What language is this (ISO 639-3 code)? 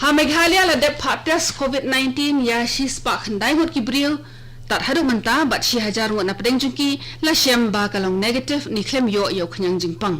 kha